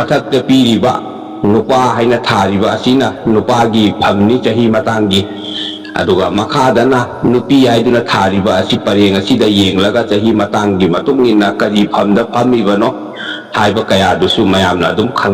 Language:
Manipuri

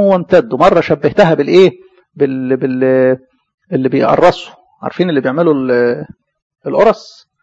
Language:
Egyptian Arabic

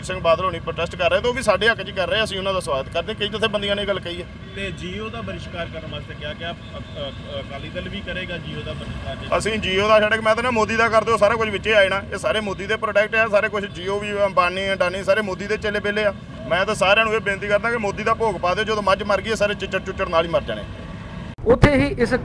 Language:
Punjabi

